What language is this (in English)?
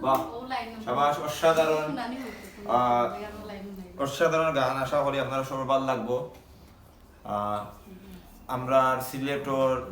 Sylheti